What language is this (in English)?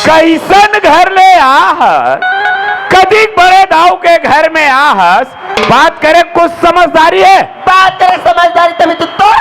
Chhattisgarhi